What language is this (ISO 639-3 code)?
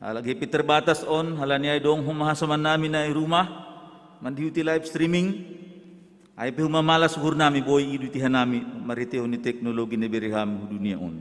bts